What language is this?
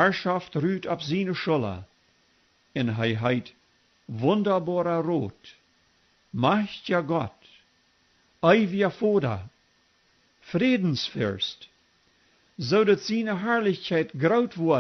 Plautdietsch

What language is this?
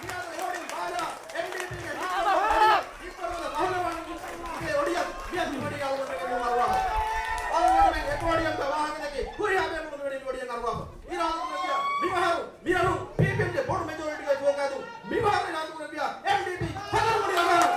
Divehi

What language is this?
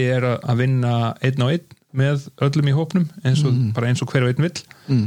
Icelandic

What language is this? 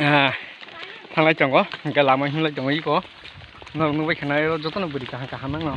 Kok Borok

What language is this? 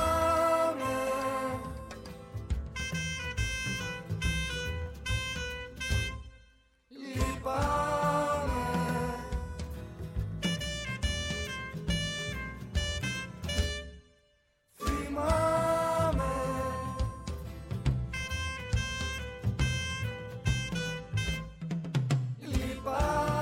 Greek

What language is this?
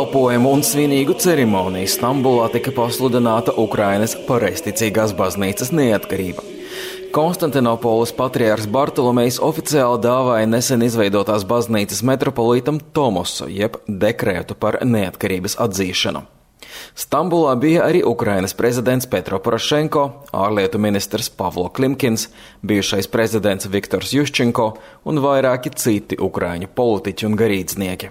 Latvian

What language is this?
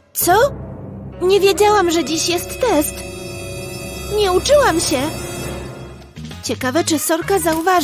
Polish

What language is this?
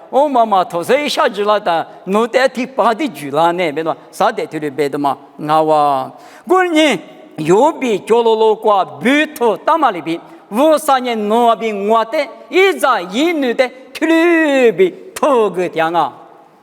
Lisu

